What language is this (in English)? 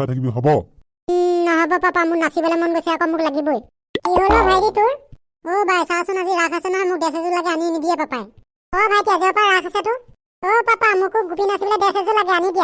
Assamese